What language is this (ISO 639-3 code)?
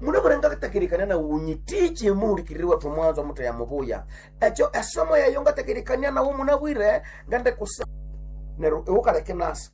nnb